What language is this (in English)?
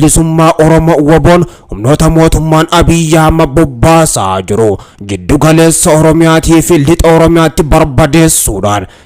Oromo